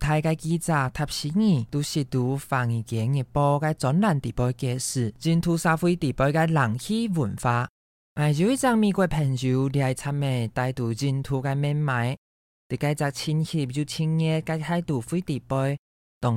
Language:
Hakka Chinese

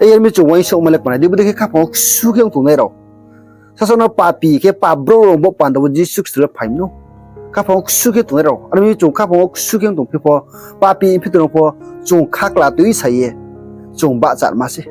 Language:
Riang (India)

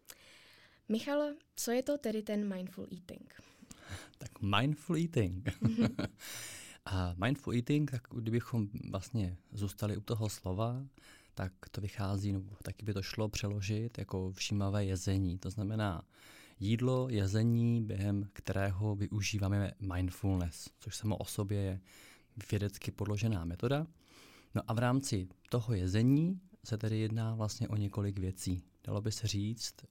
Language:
Czech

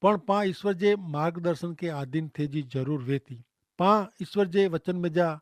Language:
Kachhi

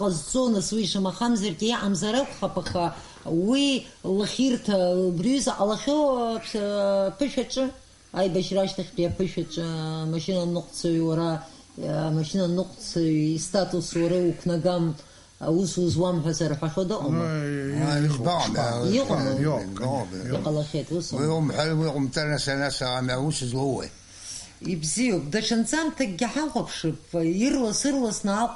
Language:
Abkhazian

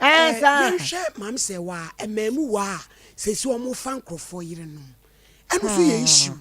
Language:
Akan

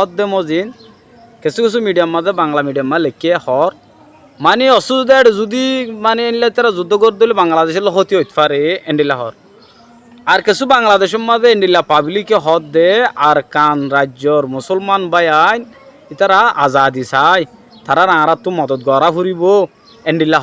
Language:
Rohingya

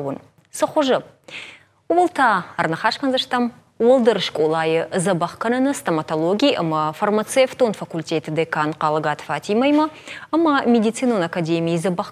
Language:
Ossetic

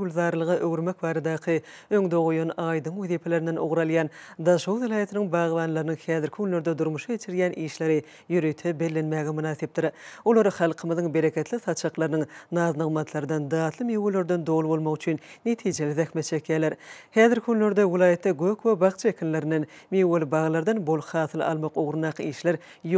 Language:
Turkmen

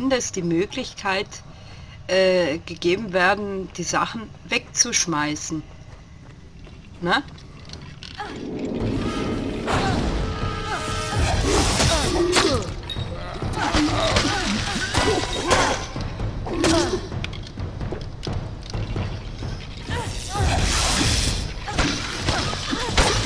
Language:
German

